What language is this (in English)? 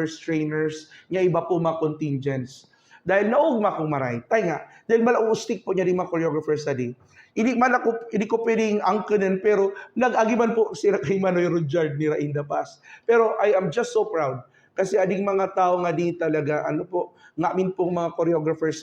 Buhi'non Bikol